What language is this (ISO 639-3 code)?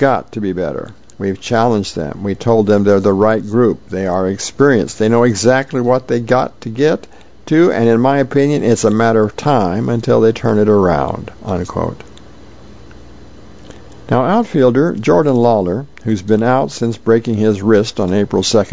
eng